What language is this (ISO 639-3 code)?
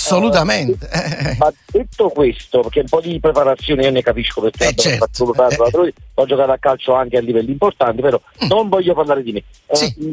ita